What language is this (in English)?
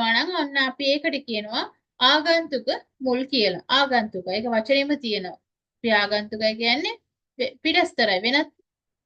Sinhala